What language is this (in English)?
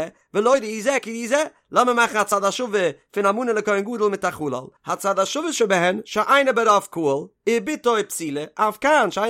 Yiddish